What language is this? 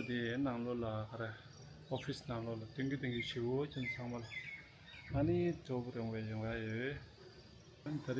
Tibetan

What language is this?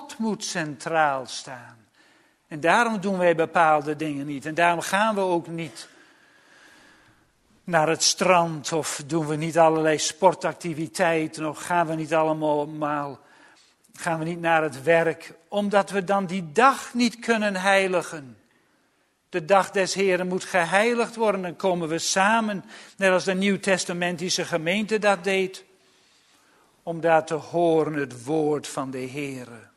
Dutch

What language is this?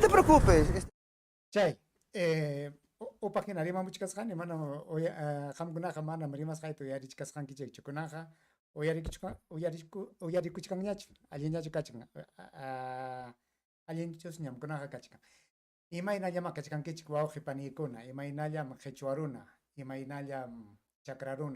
Ayacucho Quechua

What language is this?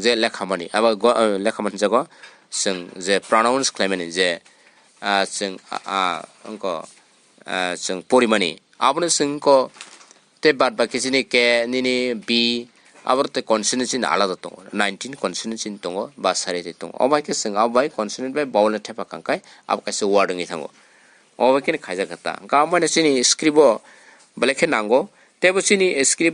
Kok Borok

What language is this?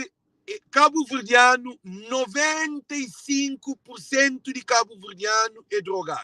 Kabuverdianu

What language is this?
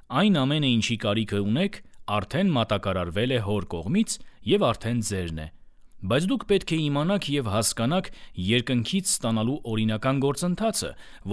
Armenian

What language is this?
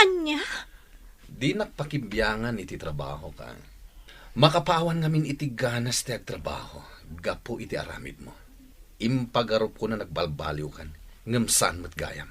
Iloko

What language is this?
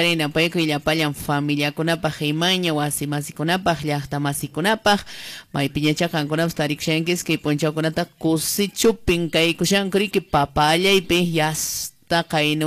Quechua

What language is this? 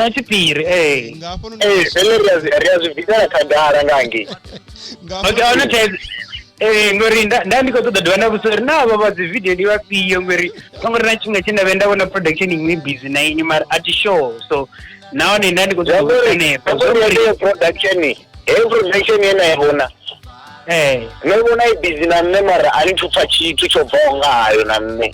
Venda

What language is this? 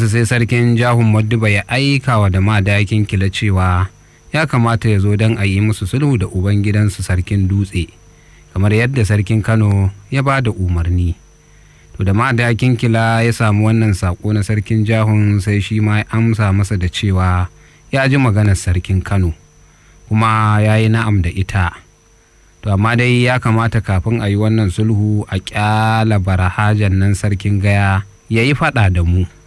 Hausa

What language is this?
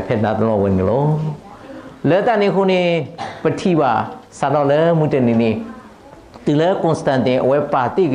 S'gaw Karen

